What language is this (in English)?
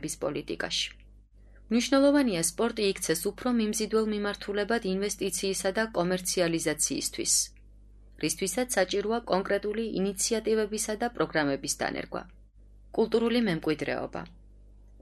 Georgian